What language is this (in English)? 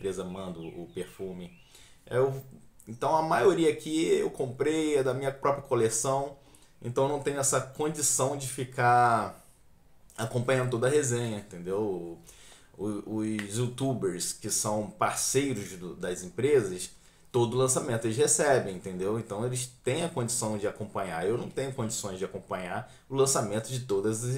Portuguese